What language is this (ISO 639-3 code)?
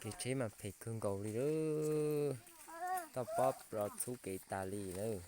hmn